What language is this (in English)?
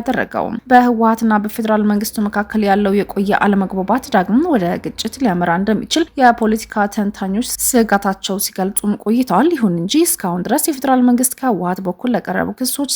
Amharic